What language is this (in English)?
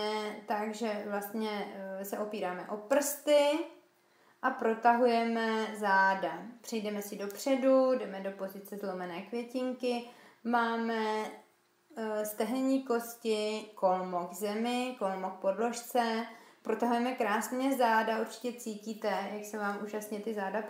Czech